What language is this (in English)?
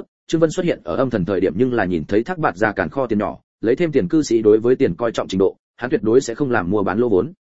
Vietnamese